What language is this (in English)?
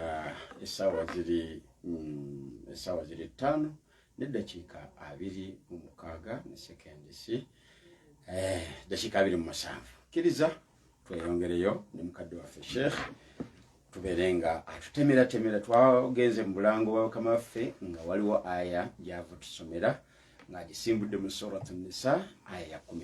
Ganda